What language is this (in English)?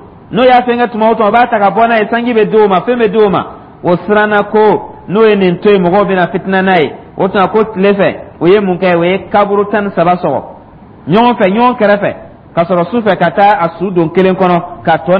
Dyula